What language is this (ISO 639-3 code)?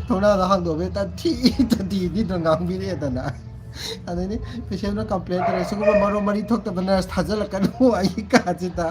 mni